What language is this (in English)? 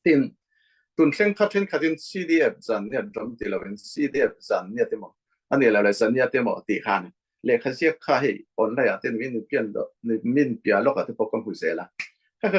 Falam Chin